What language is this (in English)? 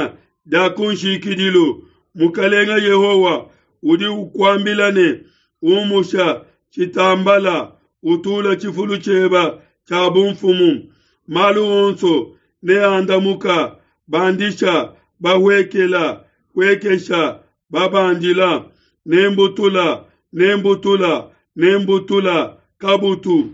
Luba-Lulua